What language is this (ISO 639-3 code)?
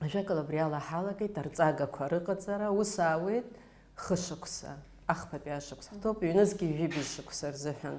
abk